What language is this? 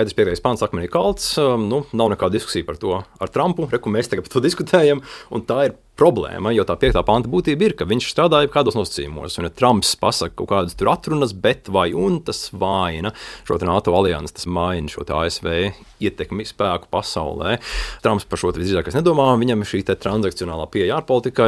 Latvian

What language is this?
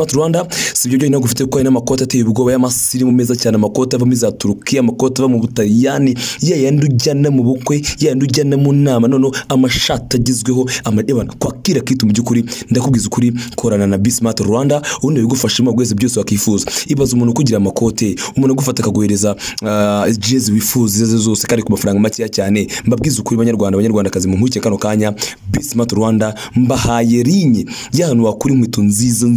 Kinyarwanda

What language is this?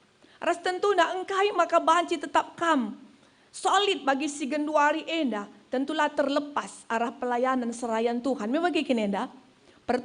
Batak Karo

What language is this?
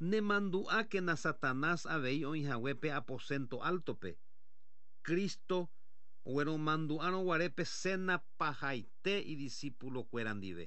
Guarani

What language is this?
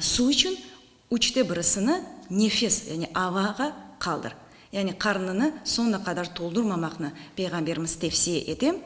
Crimean Tatar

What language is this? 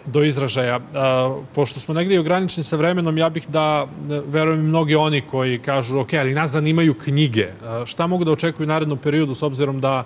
Serbian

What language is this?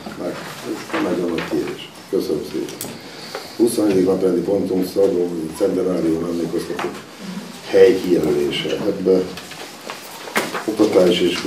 Hungarian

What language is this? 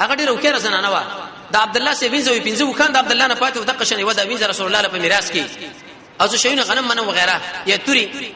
Pashto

